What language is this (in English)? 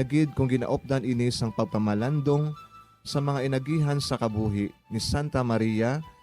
Hiligaynon